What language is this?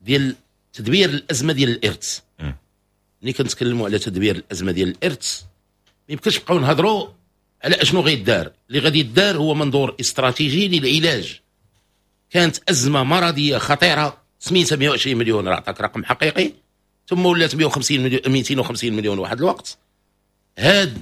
Moroccan Arabic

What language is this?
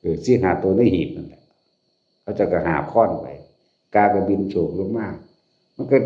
Northeastern Thai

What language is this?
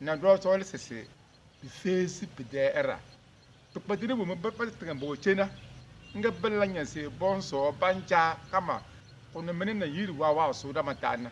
Tem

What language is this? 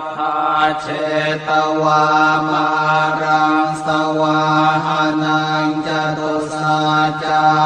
Pali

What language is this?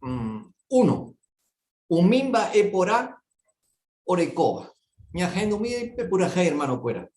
Guarani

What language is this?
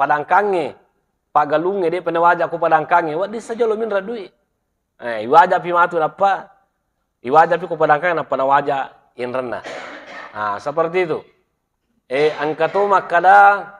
Buginese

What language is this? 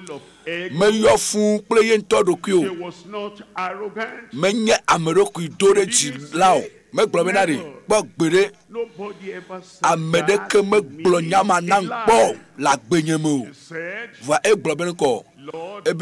Ewe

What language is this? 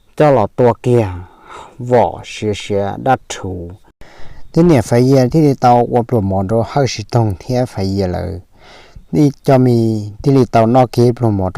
Hmong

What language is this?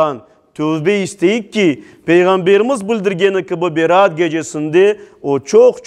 Crimean Tatar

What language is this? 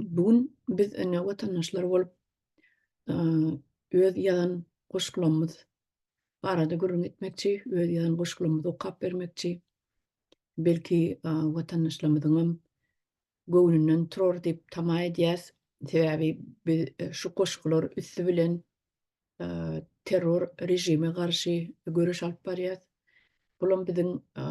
Turkmen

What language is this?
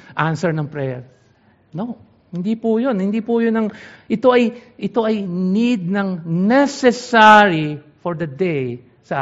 Filipino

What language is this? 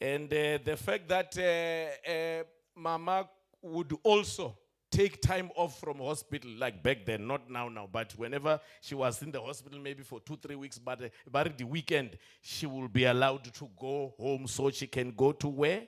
Venda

